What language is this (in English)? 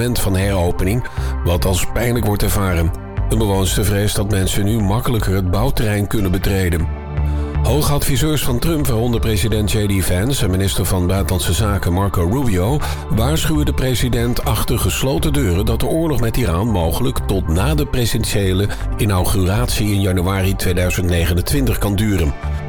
Dutch